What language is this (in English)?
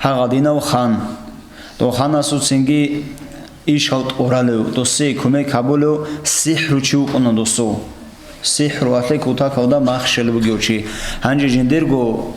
Avaric